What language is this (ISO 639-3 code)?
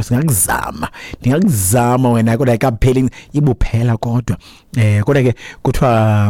xho